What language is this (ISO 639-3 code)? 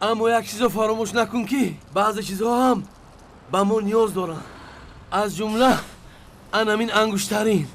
tgk